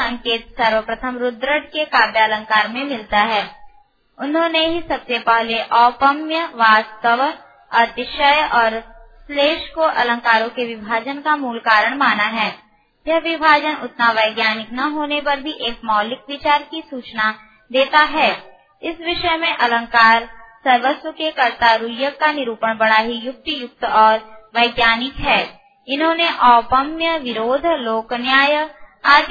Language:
Hindi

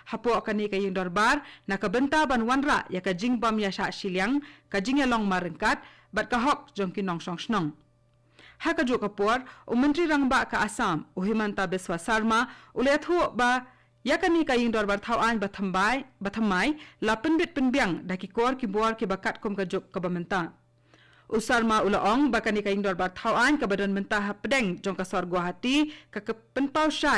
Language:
Khasi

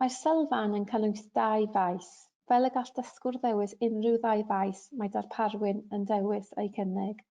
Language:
Welsh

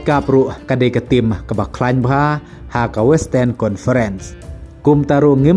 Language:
Khasi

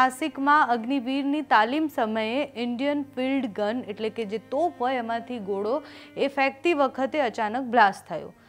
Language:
Gujarati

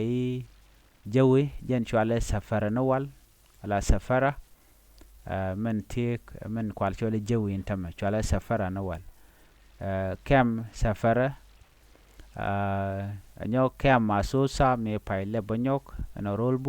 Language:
Nuer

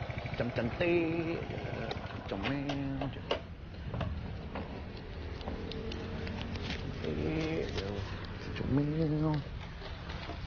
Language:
Malay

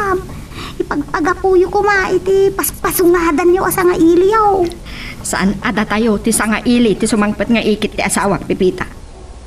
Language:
Iloko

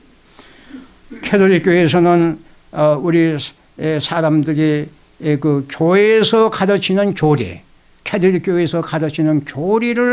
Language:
Korean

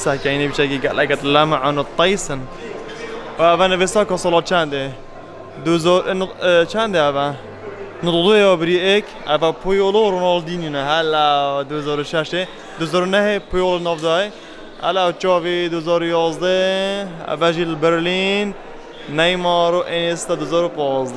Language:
Kurdish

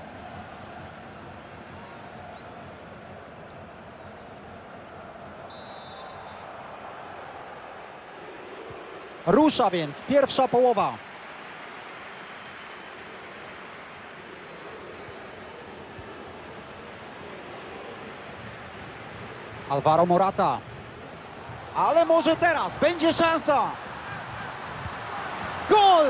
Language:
Polish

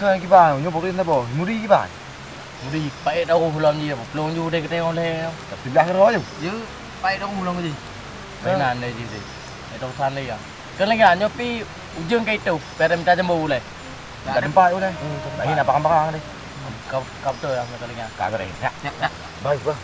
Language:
Achinese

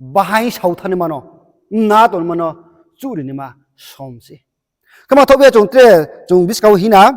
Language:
Riang (India)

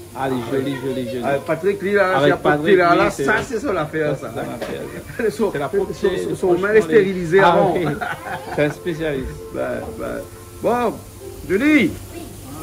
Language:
Réunion Creole French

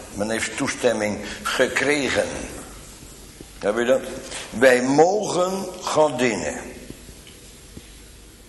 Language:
Dutch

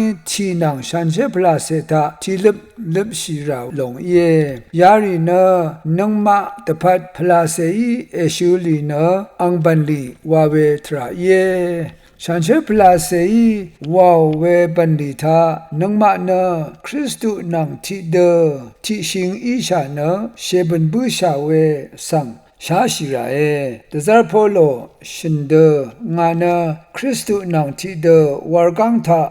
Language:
Rawang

